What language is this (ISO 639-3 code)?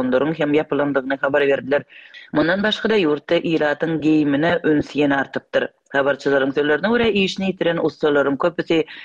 tuk